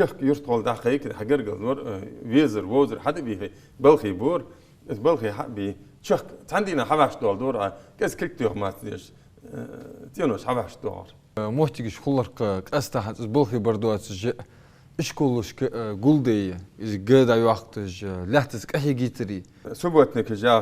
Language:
Ingush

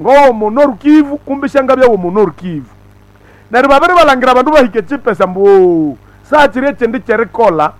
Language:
Nande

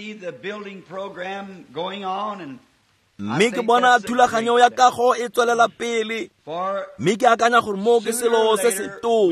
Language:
Tswana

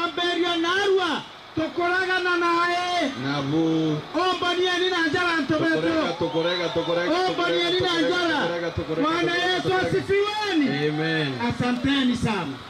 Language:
Meru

